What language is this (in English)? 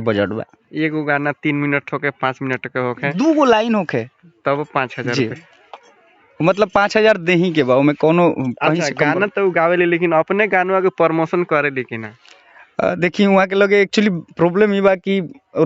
Bhojpuri